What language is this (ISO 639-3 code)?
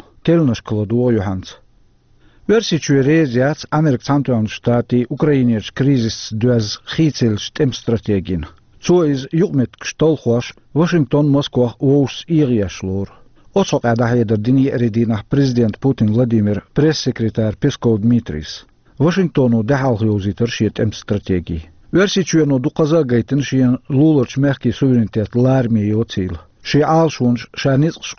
che